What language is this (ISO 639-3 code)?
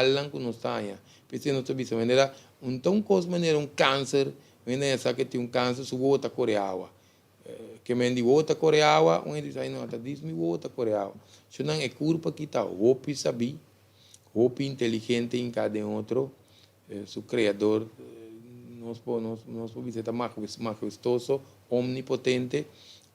pap